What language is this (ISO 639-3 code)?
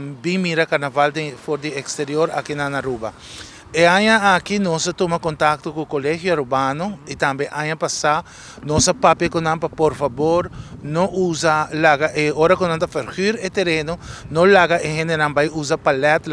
pap